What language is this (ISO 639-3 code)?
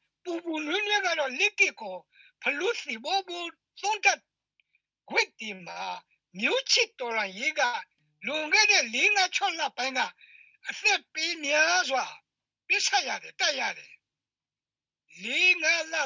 mya